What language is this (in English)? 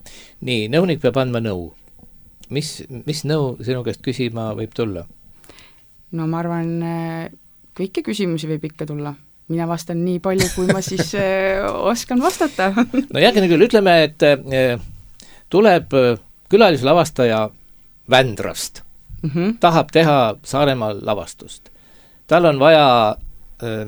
Estonian